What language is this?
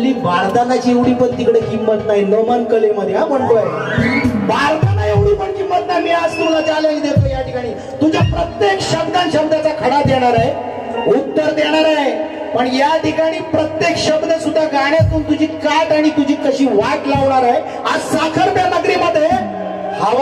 Marathi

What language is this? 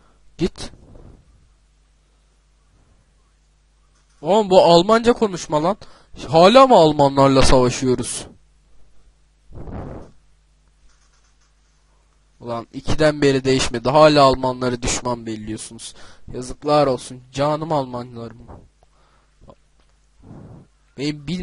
Turkish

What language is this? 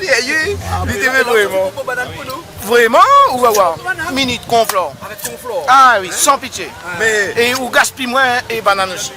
Réunion Creole French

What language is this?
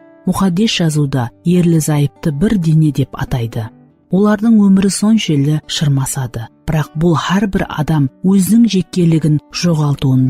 Kara-Kalpak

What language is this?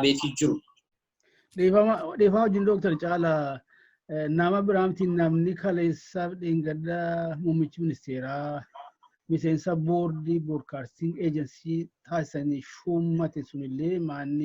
Oromo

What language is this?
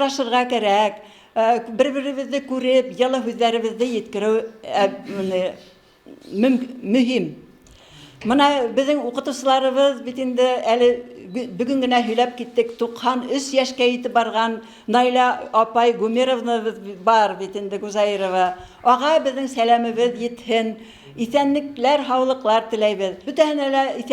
Bashkir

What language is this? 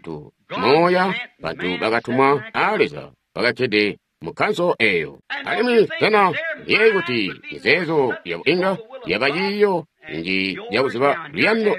Tonga (Zambia)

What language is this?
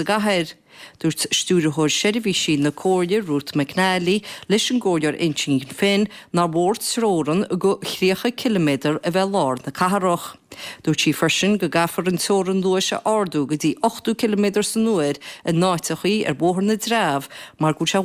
Irish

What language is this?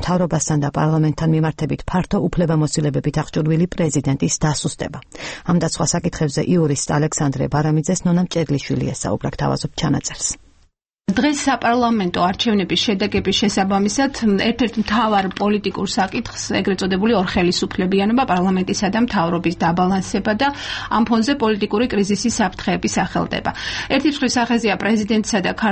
Georgian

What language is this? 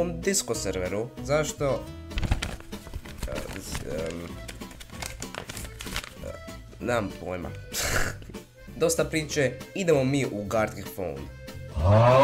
Croatian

